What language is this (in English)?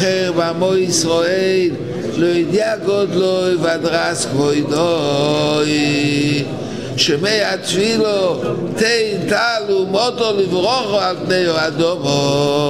Hebrew